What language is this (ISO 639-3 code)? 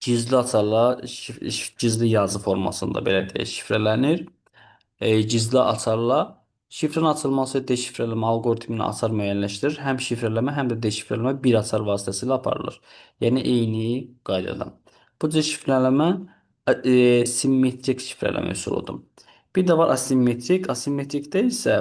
aze